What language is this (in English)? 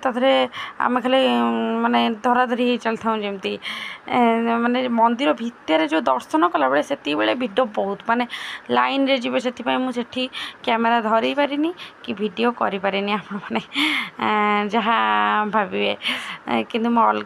Odia